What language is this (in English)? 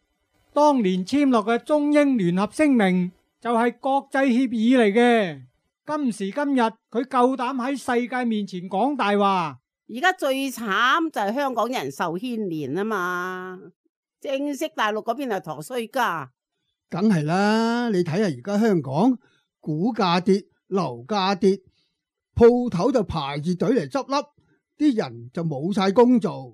Cantonese